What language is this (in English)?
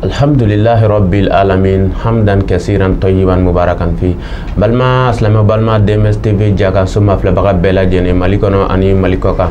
Bambara